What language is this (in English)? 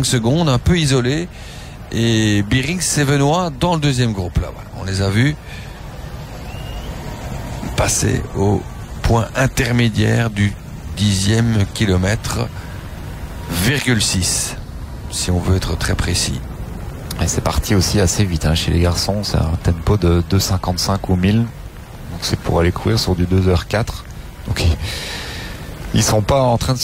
French